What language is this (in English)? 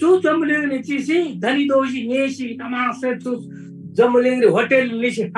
Eastern Tamang